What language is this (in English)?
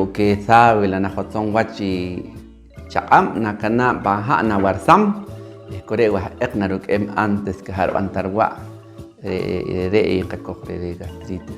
Poqomchi'